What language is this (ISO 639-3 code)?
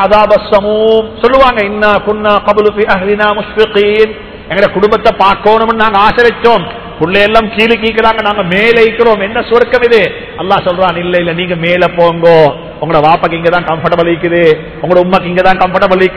tam